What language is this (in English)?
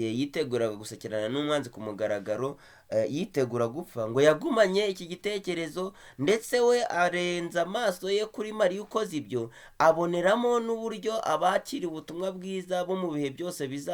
Kinyarwanda